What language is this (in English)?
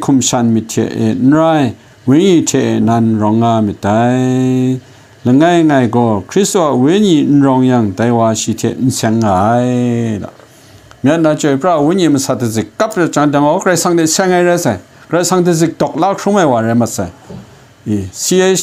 Kachin